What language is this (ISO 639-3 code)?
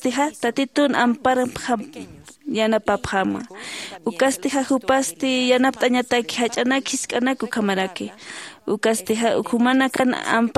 aym